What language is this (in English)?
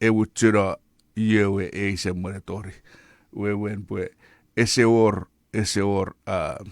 Chuukese